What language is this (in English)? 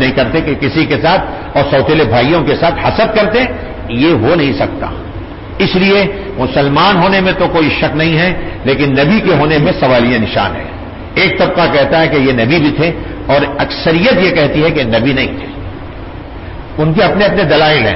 Urdu